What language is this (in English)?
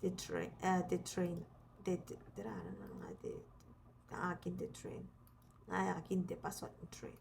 Gilbertese